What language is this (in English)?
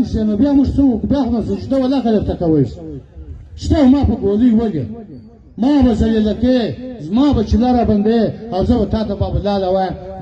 Pashto